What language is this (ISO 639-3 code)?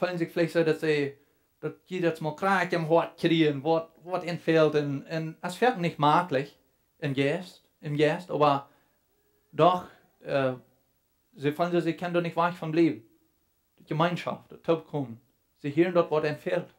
pdt